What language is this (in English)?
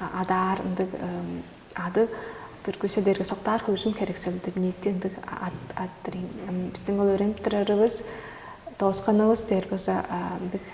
Tuvinian